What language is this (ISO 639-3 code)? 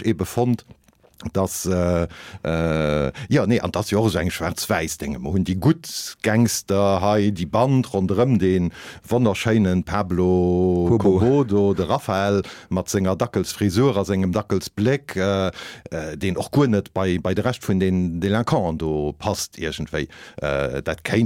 ltz